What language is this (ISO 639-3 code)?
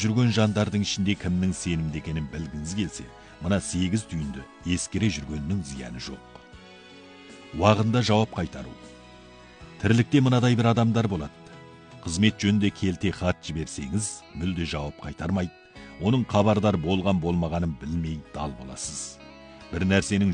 kaz